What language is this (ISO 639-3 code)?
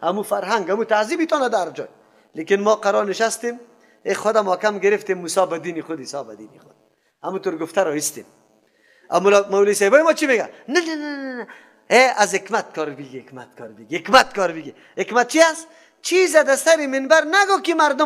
fas